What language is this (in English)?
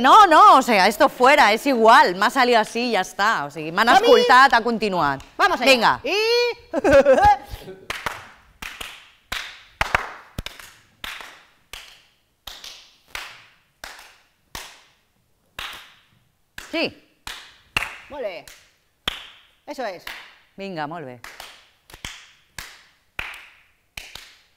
Catalan